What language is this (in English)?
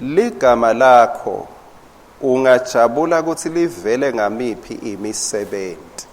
Swati